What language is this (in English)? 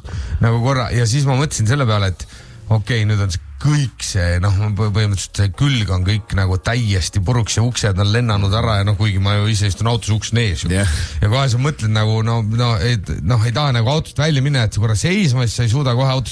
Estonian